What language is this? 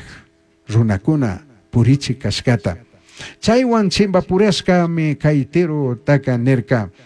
Chimborazo Highland Quichua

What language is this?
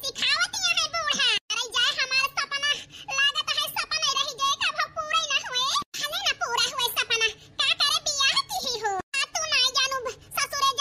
Awadhi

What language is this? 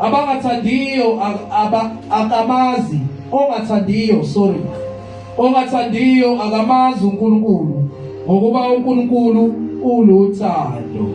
Zulu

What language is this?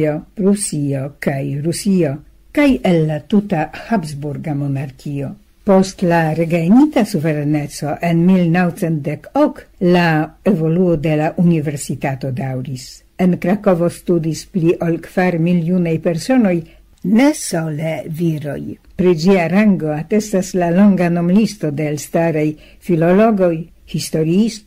Esperanto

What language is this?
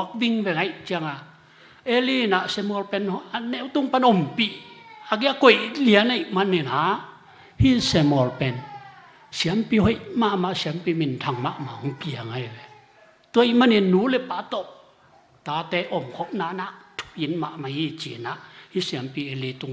Tedim Chin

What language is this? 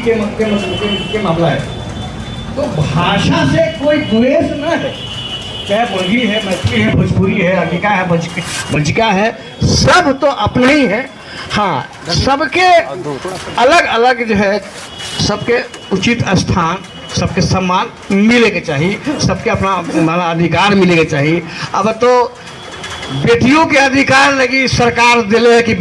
Magahi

